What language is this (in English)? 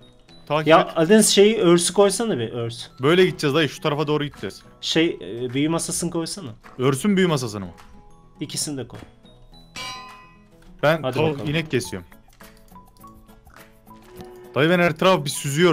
Turkish